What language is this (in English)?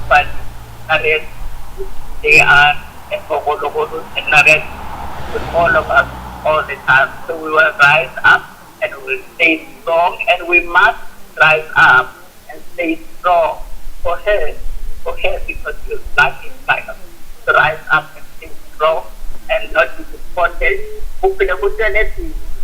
Northern Sotho